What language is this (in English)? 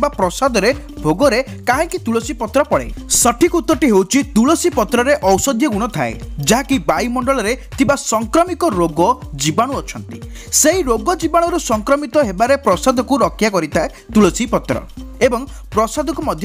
Odia